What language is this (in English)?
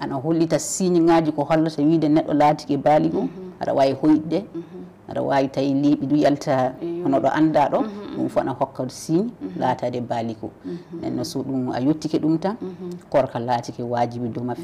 Fula